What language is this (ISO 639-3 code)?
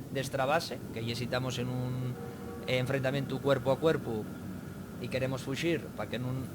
ast